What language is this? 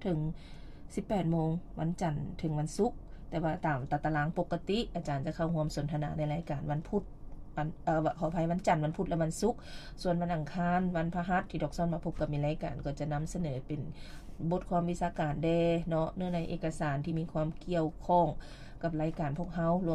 Lao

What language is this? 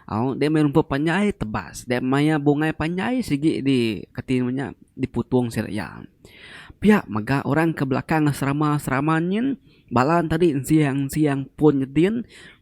Iban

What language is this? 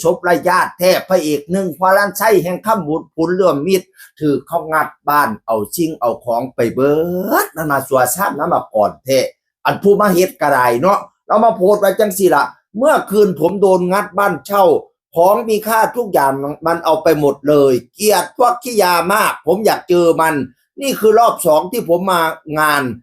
Northeastern Thai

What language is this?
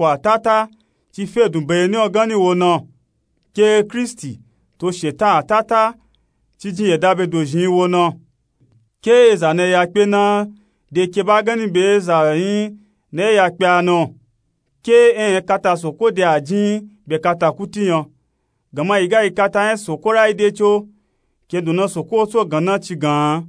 Nupe-Nupe-Tako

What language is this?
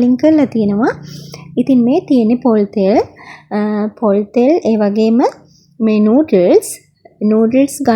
Sinhala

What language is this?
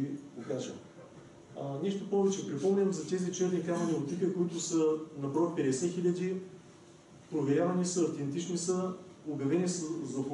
Bulgarian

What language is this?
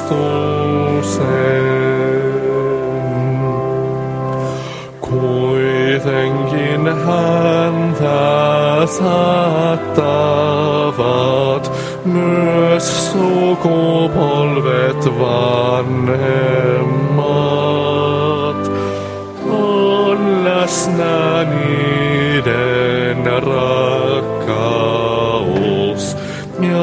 Finnish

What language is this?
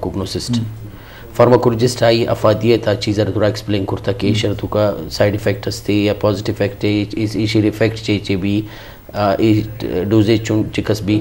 Eastern Balochi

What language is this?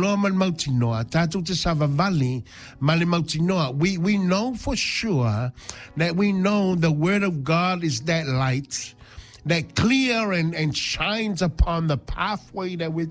Samoan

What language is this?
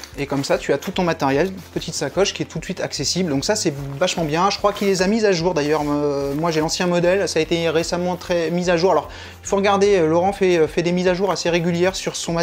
French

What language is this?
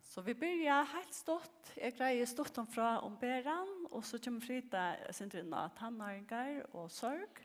Faroese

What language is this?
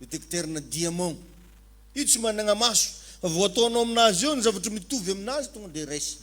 Malagasy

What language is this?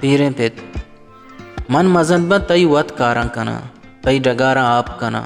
Baluchi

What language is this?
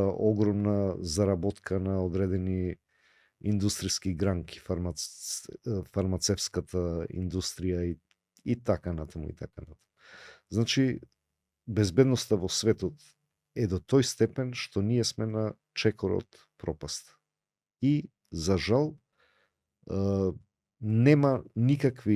Macedonian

